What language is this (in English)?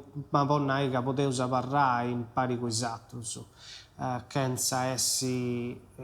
Sardinian